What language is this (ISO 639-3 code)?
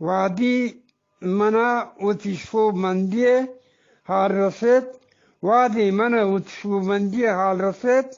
bgp